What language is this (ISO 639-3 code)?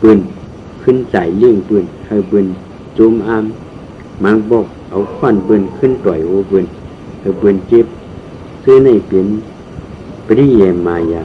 shn